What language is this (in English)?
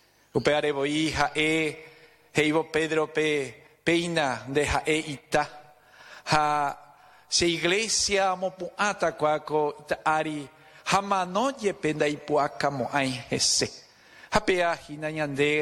Guarani